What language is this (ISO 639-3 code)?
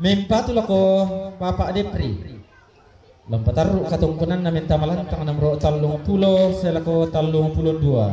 sda